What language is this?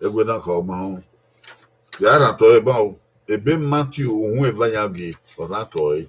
Bini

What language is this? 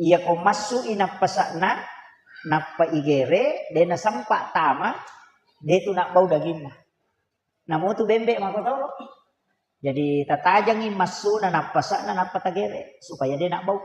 Buginese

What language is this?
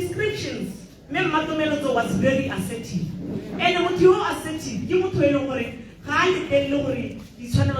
Tswana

